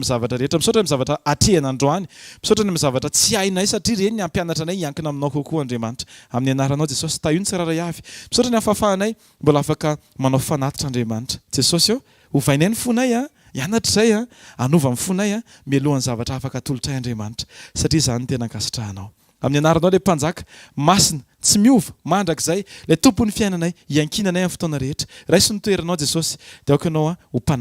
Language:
Malagasy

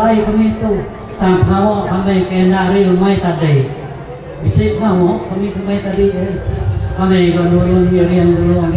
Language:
Iban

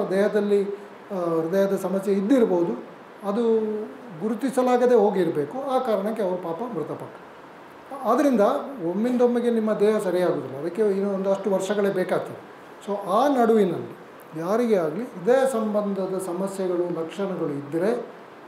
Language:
Kannada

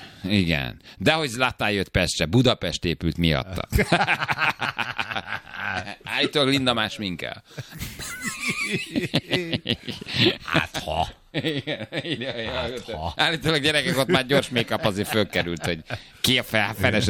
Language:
Hungarian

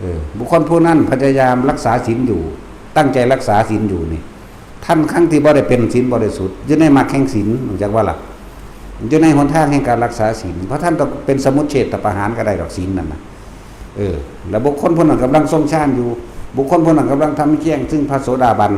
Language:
Northeastern Thai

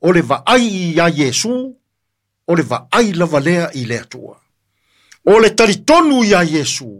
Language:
Samoan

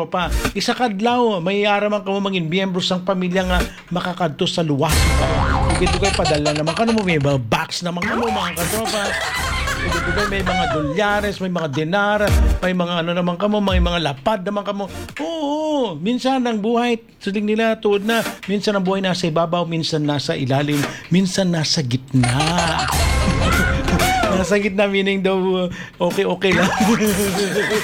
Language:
Hiligaynon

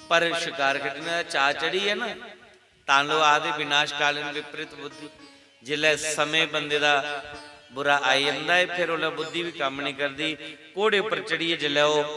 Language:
Dogri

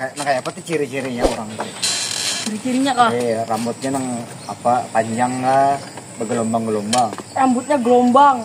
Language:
Banjar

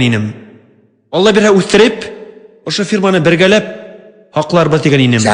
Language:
Bashkir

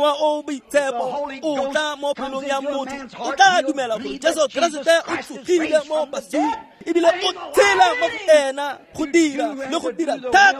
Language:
Tswana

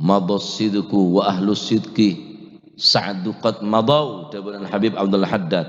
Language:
Madurese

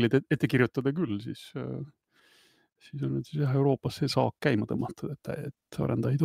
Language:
Estonian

